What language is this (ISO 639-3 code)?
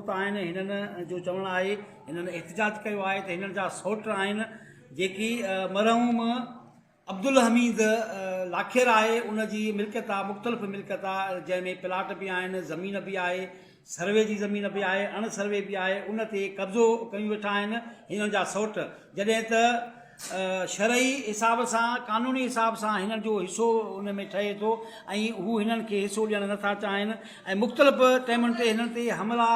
snd